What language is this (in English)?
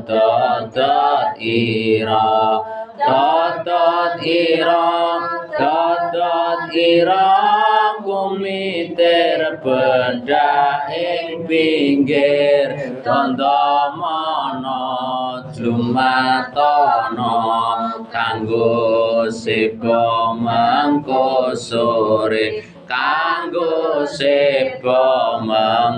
Javanese